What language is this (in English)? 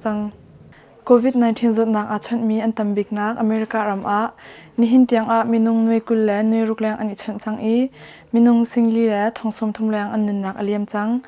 Hakha Chin